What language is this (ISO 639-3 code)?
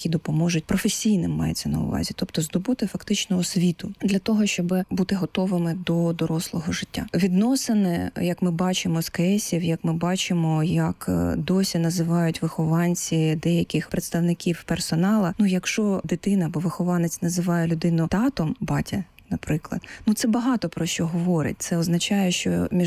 ukr